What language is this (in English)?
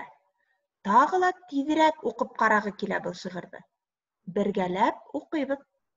Bashkir